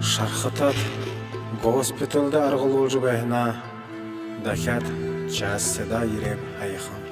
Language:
Buriat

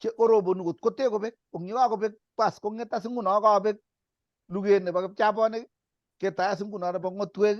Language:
Kalenjin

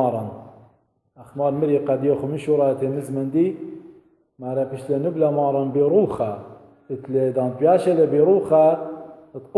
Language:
Assyrian Neo-Aramaic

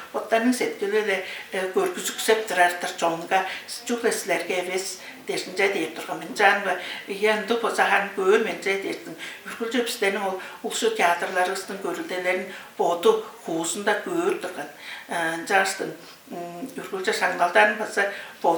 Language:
Tuvinian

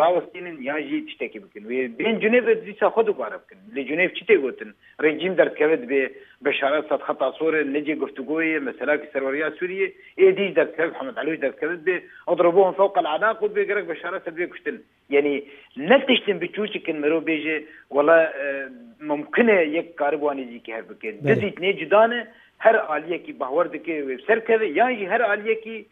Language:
Kurdish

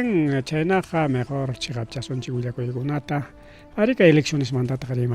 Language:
Ayacucho Quechua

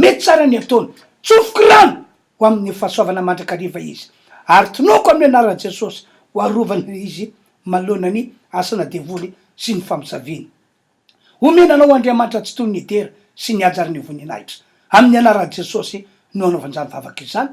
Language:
Malagasy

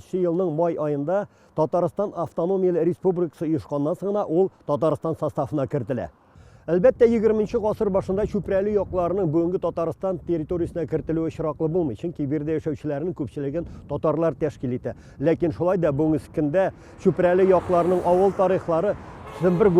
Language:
Tatar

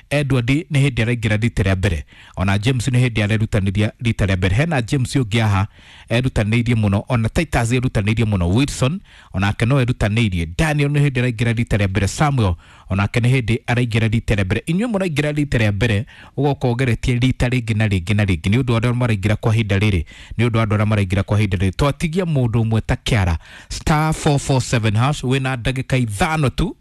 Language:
Kikuyu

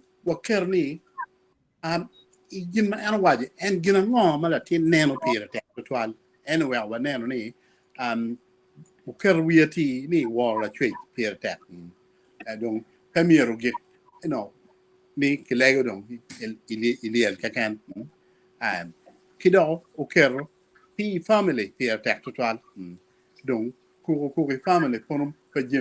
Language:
Acoli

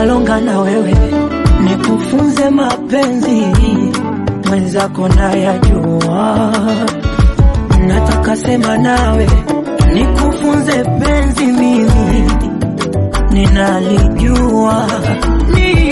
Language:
Swahili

